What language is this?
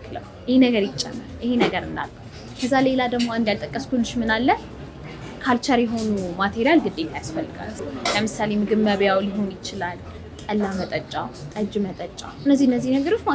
Amharic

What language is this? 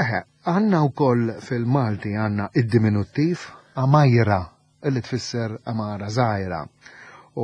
Maltese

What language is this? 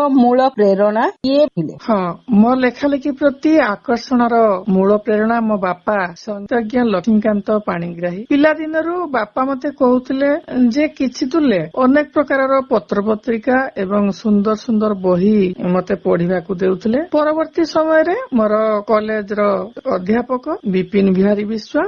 Odia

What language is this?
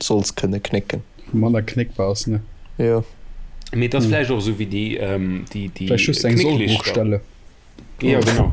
Luxembourgish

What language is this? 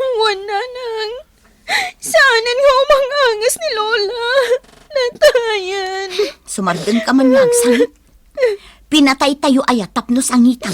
Iloko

